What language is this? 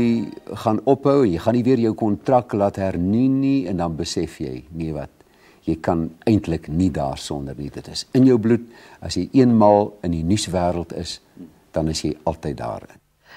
Afrikaans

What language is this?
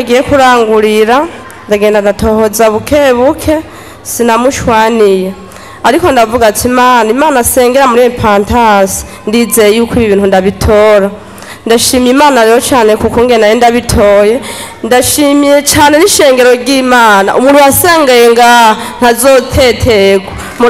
Rundi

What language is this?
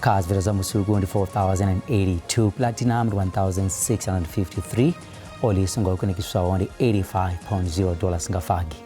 Venda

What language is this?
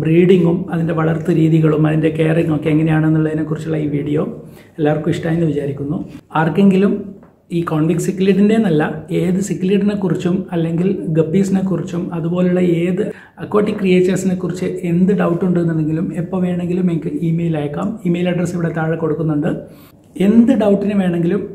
Malayalam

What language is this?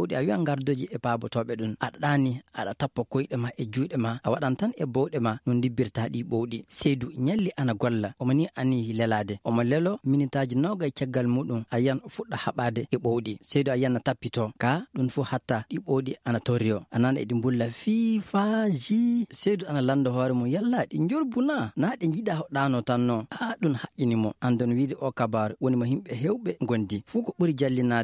Maasina Fulfulde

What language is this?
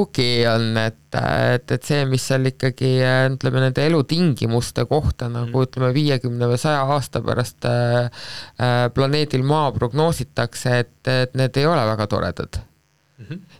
Estonian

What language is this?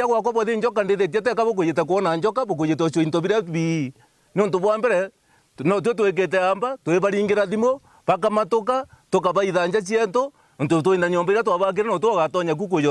Meru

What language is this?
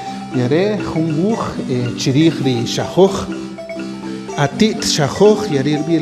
Kaqchikel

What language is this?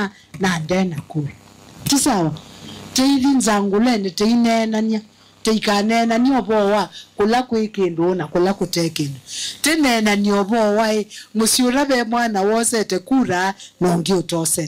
Kamba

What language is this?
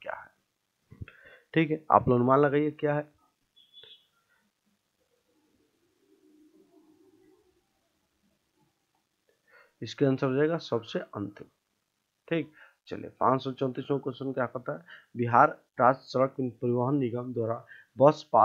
Hindi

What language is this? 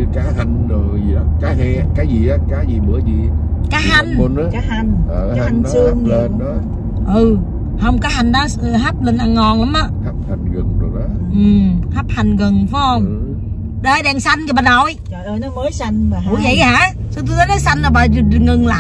Vietnamese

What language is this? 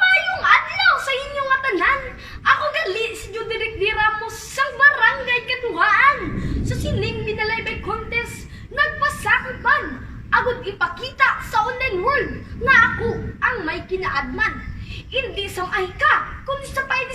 Hiligaynon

